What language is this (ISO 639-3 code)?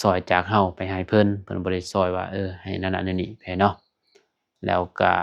lao